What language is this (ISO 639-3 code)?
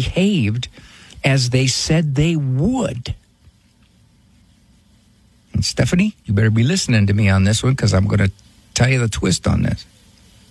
eng